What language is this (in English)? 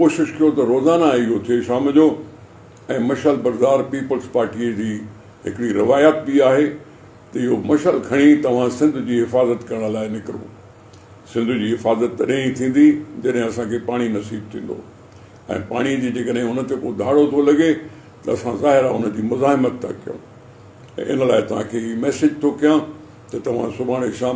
Sindhi